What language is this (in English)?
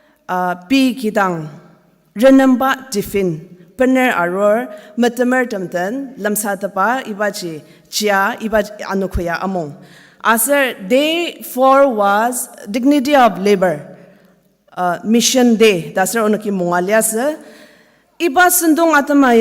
Ao Naga